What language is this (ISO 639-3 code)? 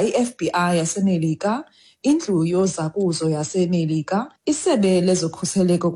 xho